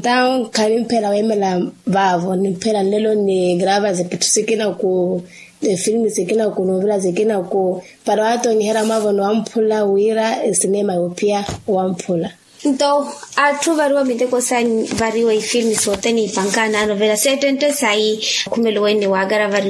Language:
Makhuwa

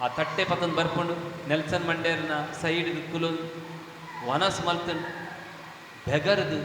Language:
Tulu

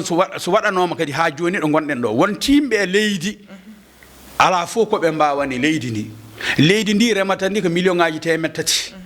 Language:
Fula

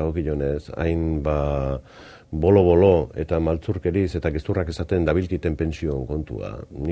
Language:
Basque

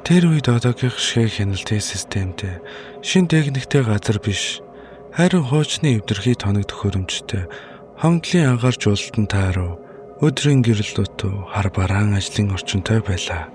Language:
Mongolian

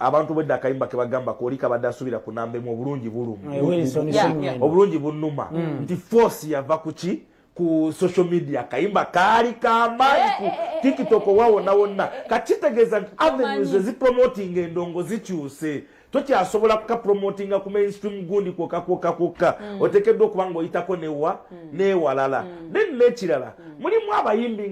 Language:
Ganda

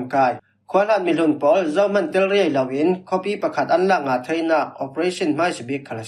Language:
Falam Chin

